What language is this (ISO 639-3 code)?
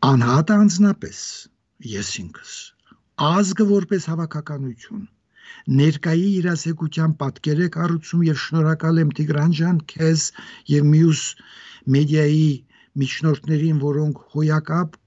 hye